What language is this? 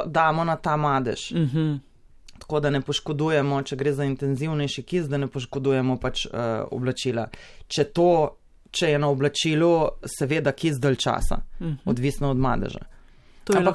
Slovenian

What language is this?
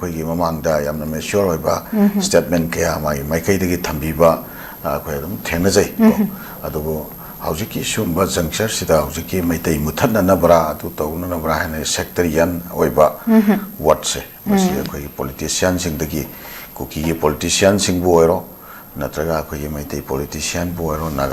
Manipuri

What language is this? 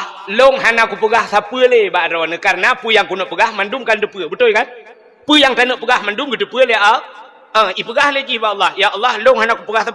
Achinese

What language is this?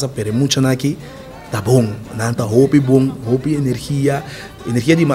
Papiamento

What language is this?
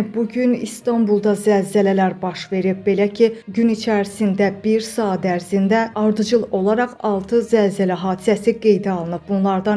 Azerbaijani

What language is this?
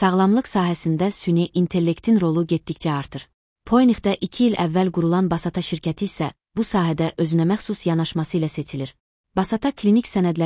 Azerbaijani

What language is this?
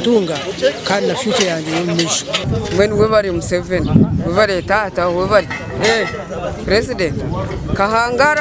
Nyankole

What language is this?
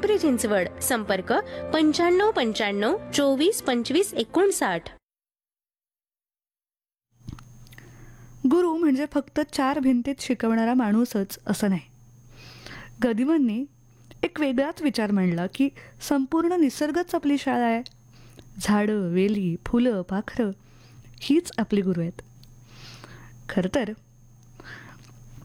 Marathi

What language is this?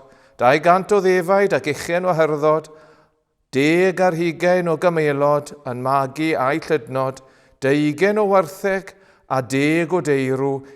Welsh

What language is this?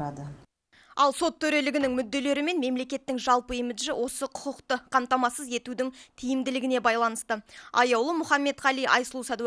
Kazakh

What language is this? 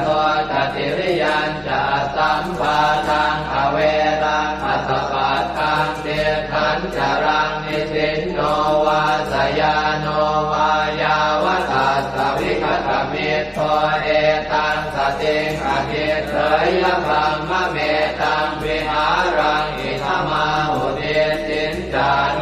Pali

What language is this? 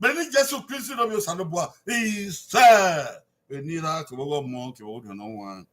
Bini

